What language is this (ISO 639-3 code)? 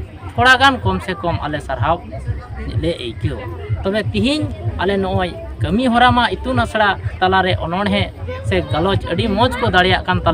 sat